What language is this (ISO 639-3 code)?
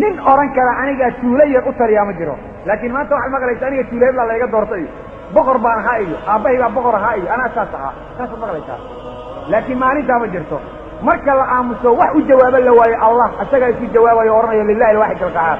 som